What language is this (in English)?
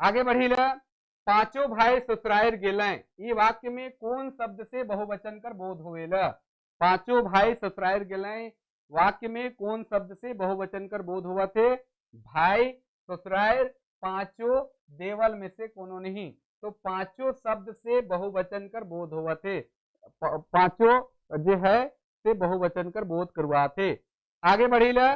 Sadri